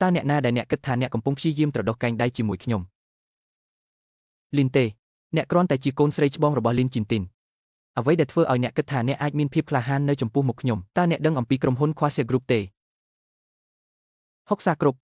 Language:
Khmer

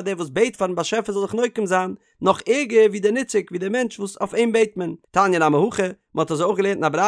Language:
Yiddish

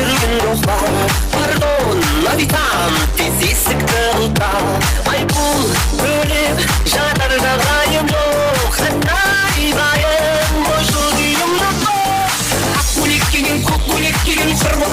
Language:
Kara-Kalpak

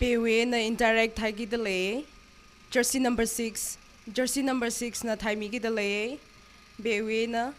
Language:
Tangkhul Naga (India)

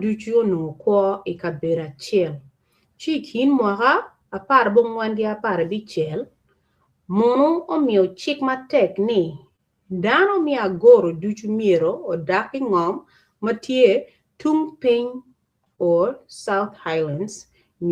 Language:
Acoli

